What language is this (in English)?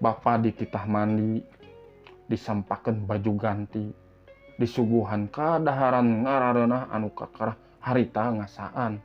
Sundanese